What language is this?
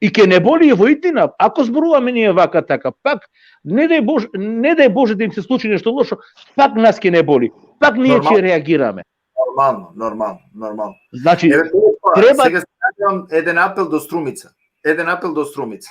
Balkan Romani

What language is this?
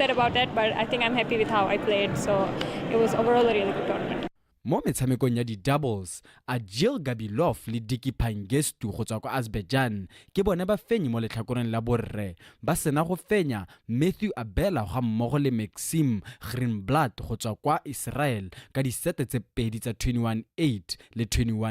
Tswana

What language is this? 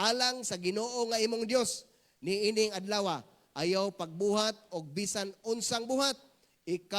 Cebuano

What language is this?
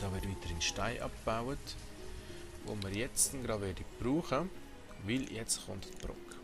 Swiss German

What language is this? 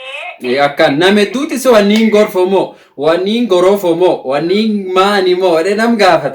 Oromo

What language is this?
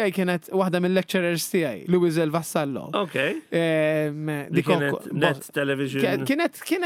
Maltese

